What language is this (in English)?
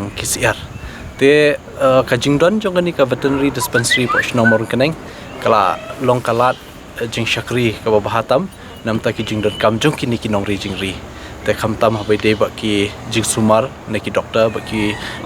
Khasi